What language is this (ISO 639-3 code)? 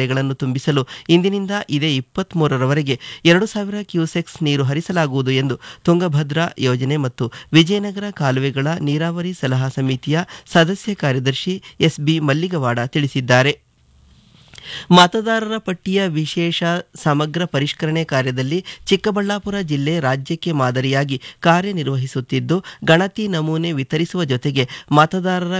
kan